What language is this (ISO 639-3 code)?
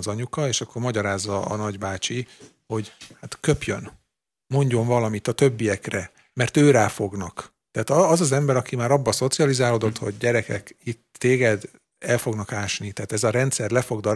hun